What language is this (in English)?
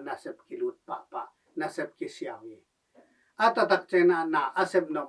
Tedim Chin